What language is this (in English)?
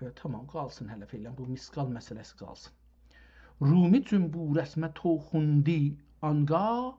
South Azerbaijani